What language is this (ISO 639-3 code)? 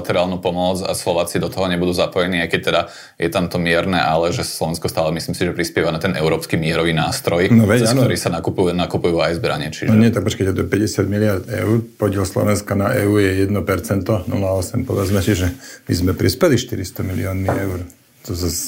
slk